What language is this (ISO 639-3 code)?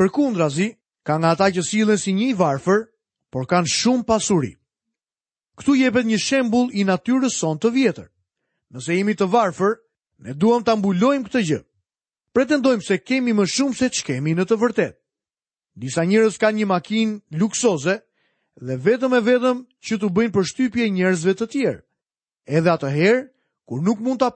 sqi